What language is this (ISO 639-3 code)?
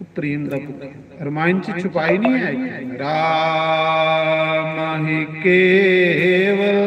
doi